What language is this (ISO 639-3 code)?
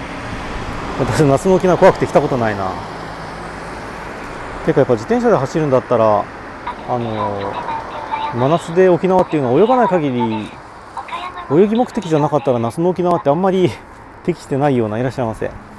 jpn